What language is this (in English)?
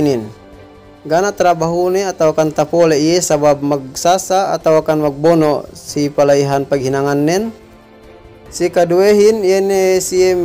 Yakan